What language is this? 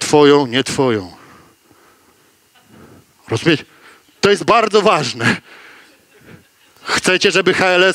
Polish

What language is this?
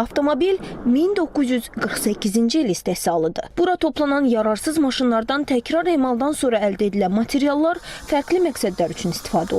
Azerbaijani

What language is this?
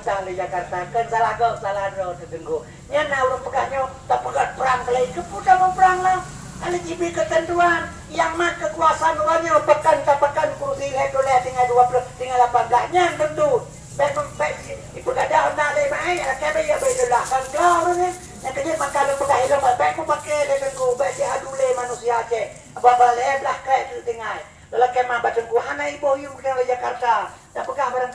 Achinese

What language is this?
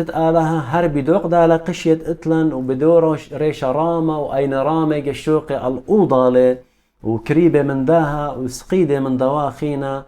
Assyrian Neo-Aramaic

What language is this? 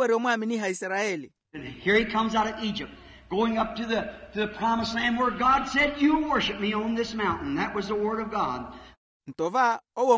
Makhuwa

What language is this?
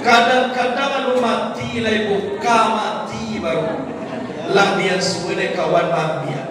Minangkabau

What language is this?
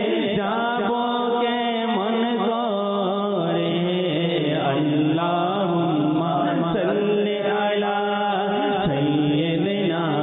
Bangla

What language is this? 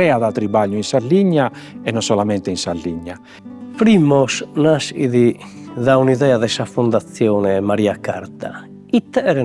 Sardinian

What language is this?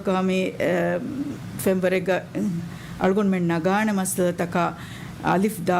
Divehi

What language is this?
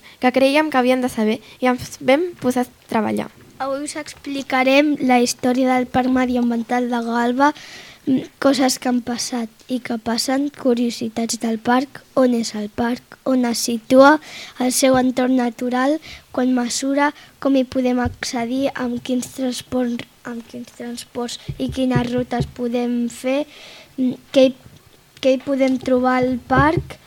Catalan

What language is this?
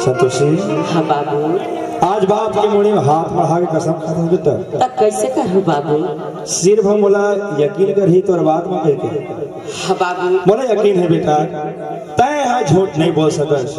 Chhattisgarhi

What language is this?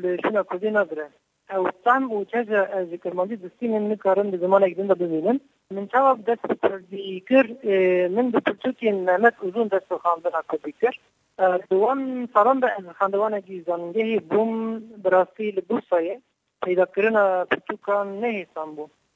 Kurdish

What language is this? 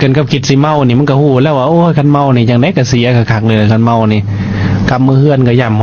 Lao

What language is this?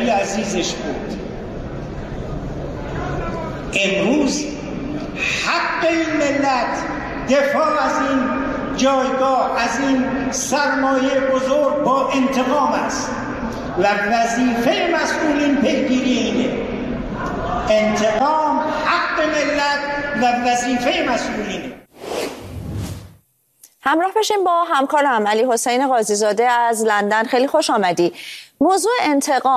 Persian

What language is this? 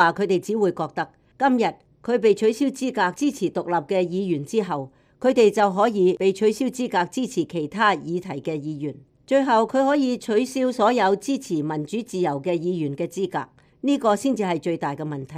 Cantonese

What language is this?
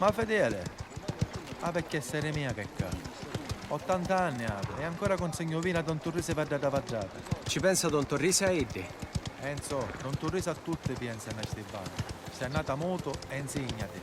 Sicilian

